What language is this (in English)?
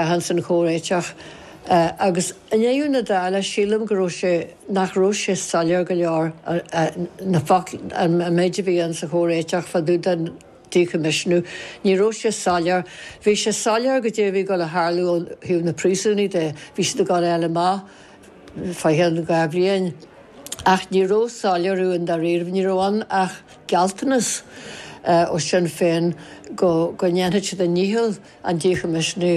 Irish